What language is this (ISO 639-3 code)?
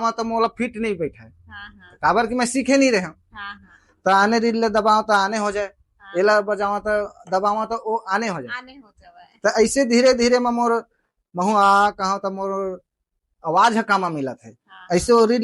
hne